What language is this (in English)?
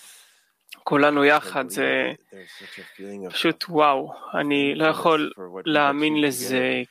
Hebrew